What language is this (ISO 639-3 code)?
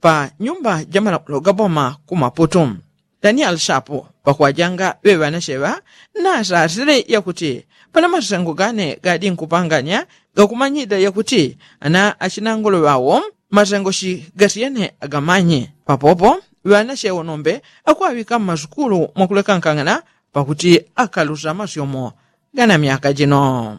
yao